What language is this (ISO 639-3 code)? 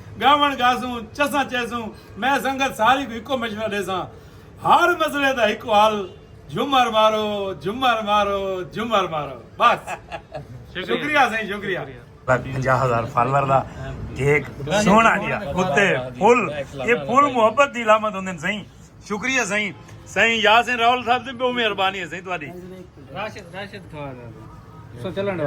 skr